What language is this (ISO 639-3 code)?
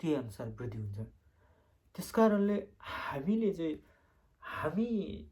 nep